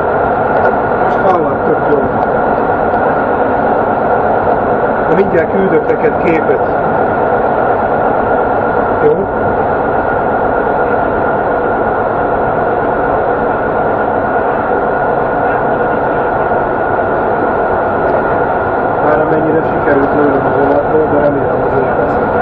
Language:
Hungarian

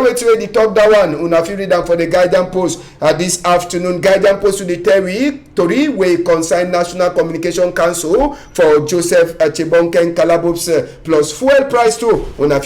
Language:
Cameroon Pidgin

